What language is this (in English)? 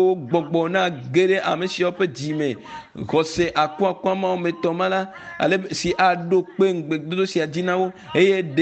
Ewe